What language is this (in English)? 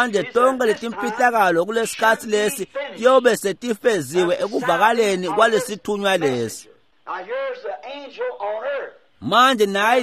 Swati